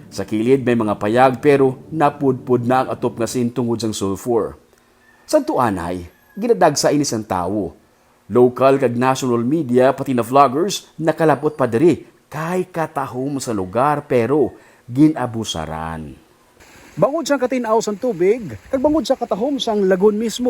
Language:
Hiligaynon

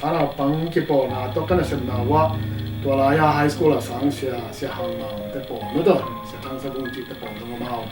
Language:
Tedim Chin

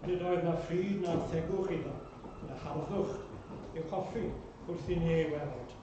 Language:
Welsh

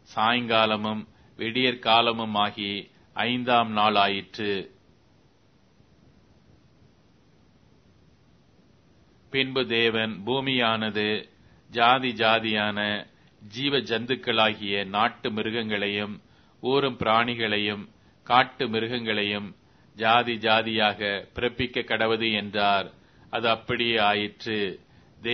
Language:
Tamil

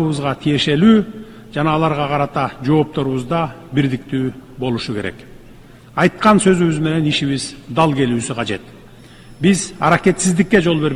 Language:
Kyrgyz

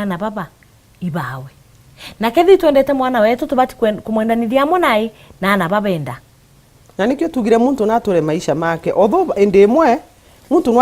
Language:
Meru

